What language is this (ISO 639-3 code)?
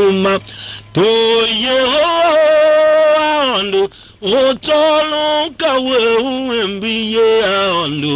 tiv